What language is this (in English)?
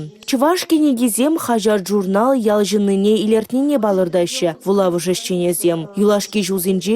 Chuvash